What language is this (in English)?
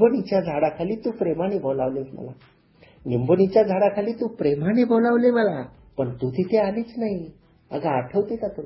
Marathi